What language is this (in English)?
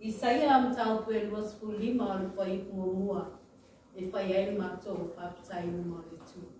Māori